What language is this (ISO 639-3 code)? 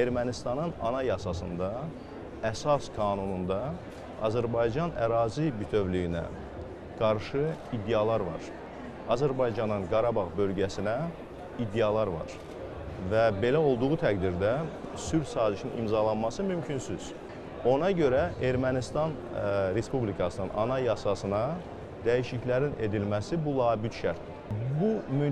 aze